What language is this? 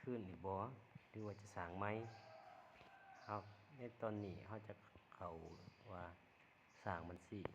Lao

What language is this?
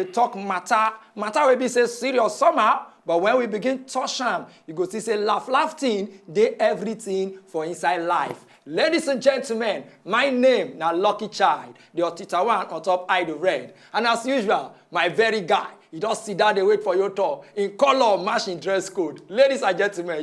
Nigerian Pidgin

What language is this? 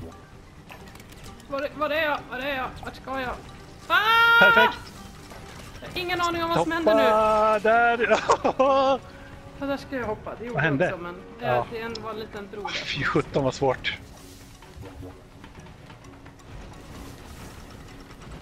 Swedish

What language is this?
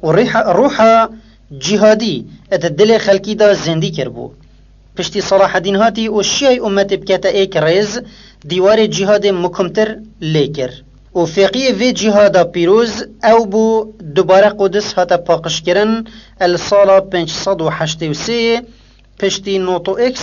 Kurdish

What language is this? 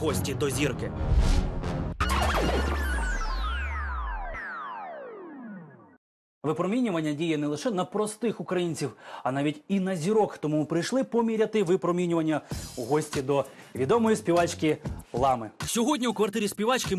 Ukrainian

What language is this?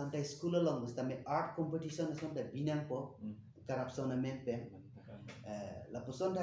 Karbi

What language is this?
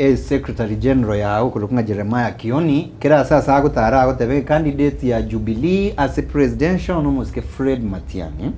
Gusii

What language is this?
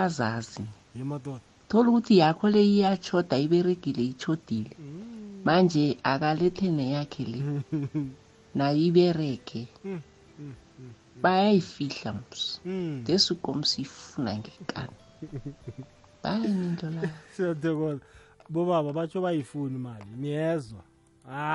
South Ndebele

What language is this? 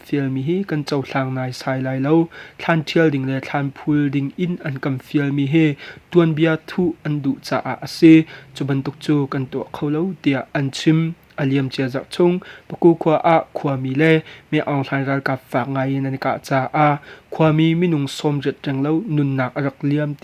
Hakha Chin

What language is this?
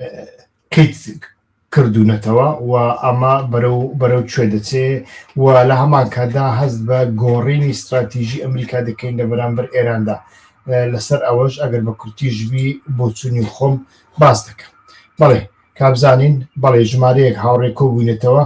Central Kurdish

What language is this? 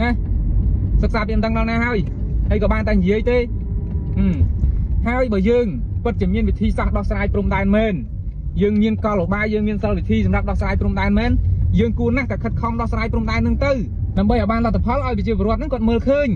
Khmer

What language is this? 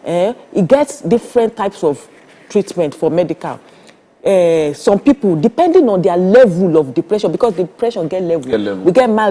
Nigerian Pidgin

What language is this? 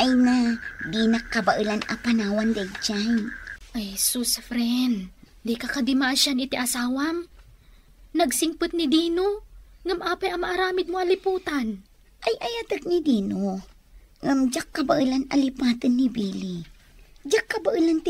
Iloko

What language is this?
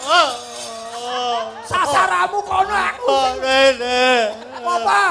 Javanese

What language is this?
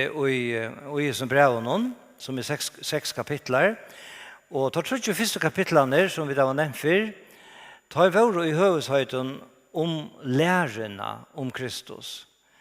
Faroese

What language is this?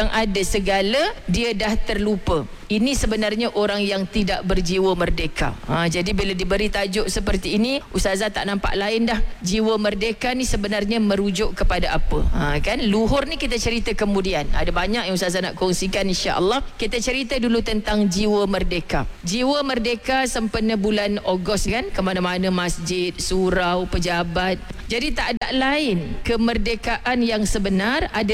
Malay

